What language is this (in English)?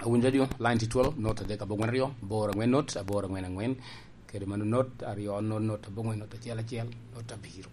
Lango (Uganda)